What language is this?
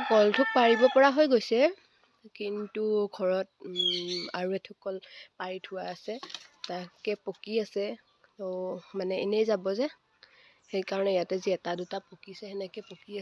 Assamese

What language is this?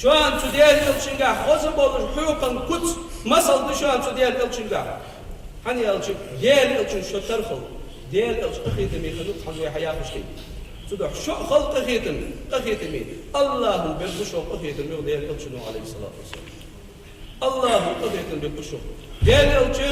Ingush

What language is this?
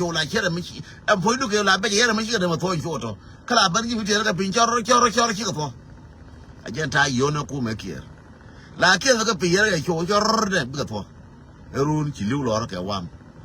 Nuer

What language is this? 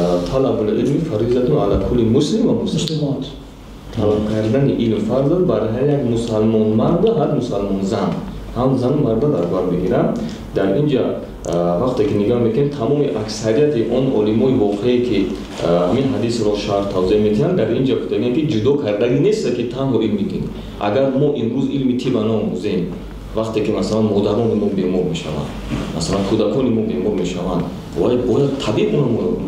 Tajik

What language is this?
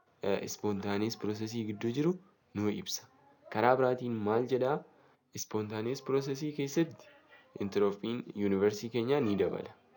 Oromo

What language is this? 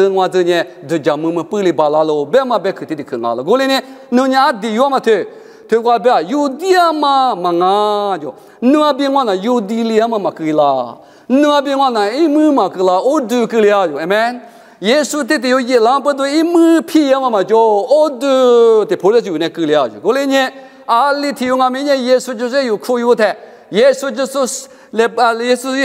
Lisu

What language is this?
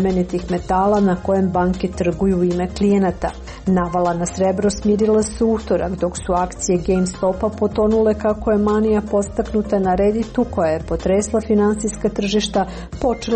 Serbian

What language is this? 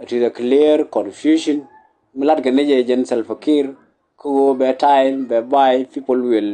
Nuer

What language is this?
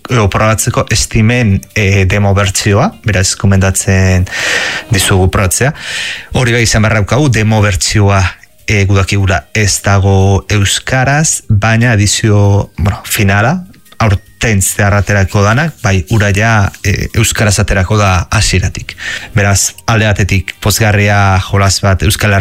Basque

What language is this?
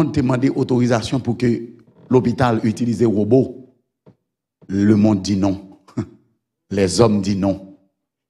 French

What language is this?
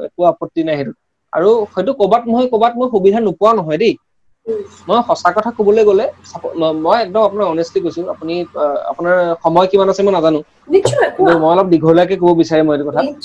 Assamese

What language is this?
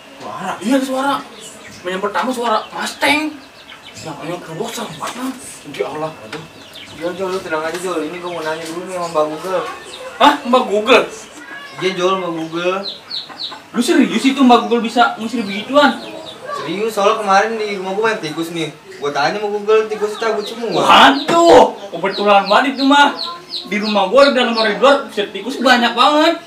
Betawi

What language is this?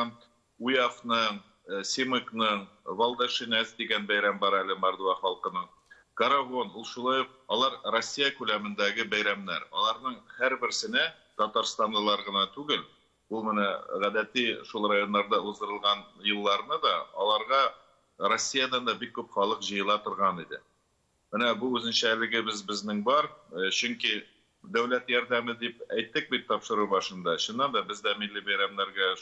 Tatar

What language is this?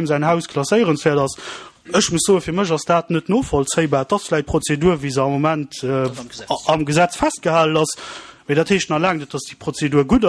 Luxembourgish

